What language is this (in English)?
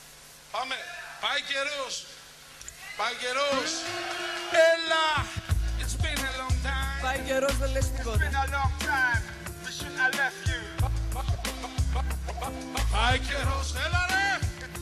Greek